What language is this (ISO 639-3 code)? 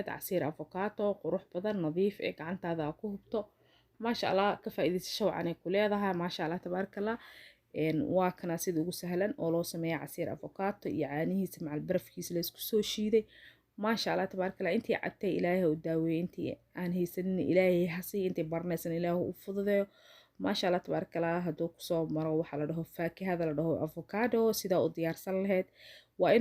som